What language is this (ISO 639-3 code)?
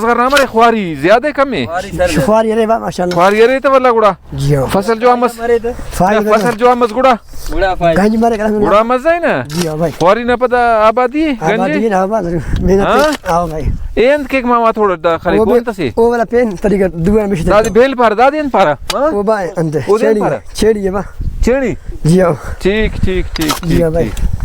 brh